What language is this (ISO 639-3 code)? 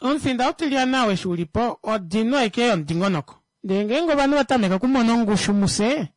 kua